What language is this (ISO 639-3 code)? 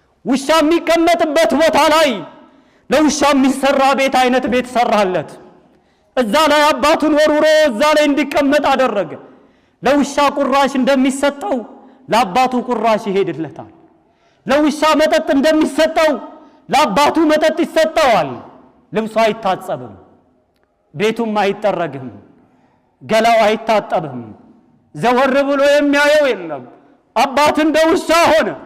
amh